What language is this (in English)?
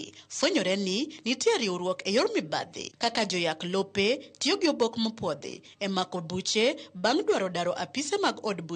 Luo (Kenya and Tanzania)